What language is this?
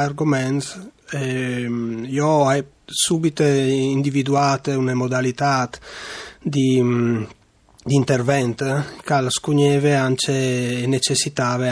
Friulian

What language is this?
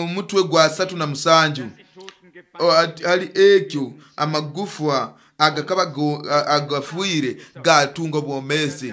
Nyoro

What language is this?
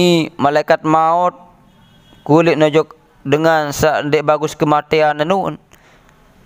Sasak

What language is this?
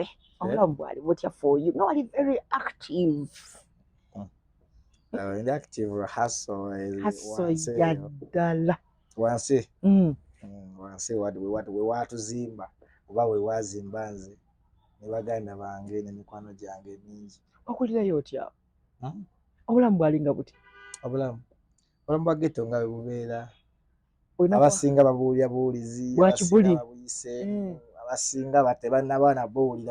Ganda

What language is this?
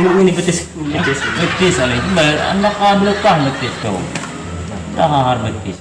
Banjar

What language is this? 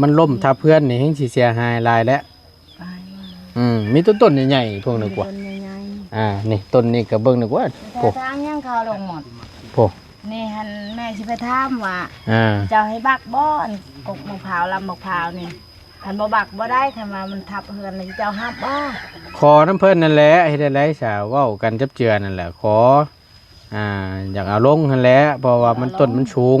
Northeastern Thai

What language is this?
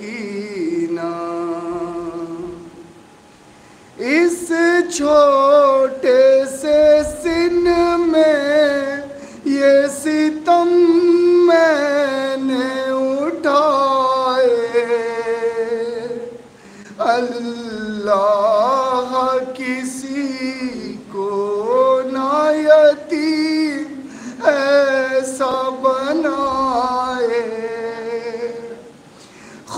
Urdu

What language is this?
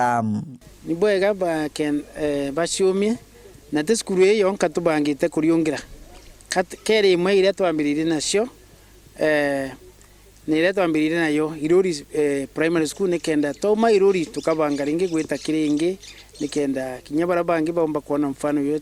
Meru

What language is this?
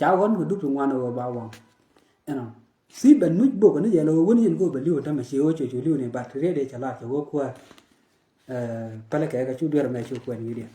Nuer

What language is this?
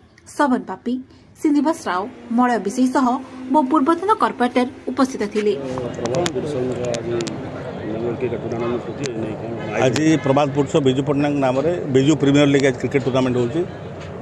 Odia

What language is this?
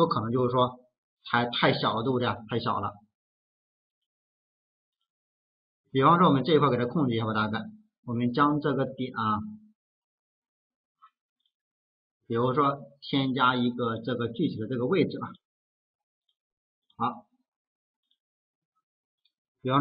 Chinese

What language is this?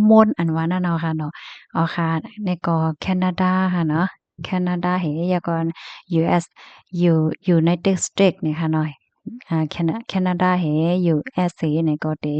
Shan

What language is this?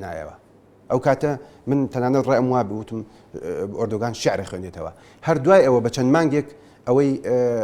Central Kurdish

